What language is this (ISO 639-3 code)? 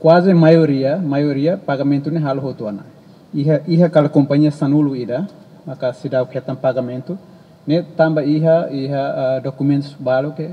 tet